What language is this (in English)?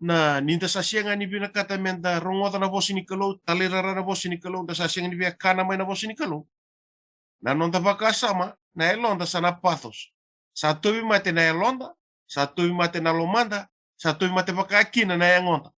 Fijian